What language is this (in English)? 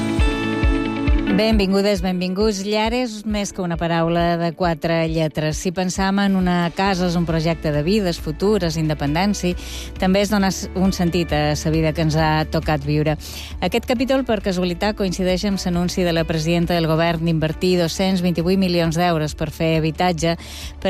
Catalan